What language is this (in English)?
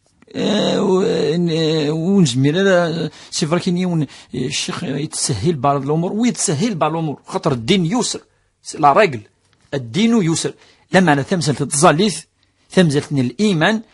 Kabyle